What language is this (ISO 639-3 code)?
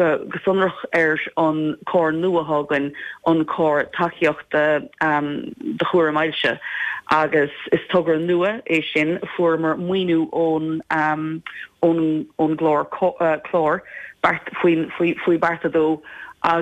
gle